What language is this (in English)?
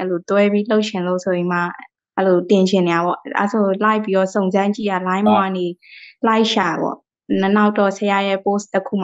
Burmese